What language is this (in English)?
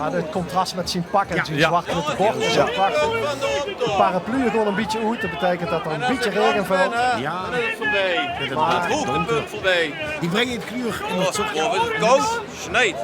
Limburgish